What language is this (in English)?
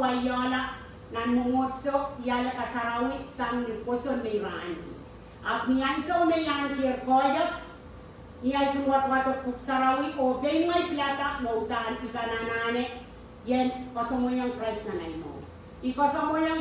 Pohnpeian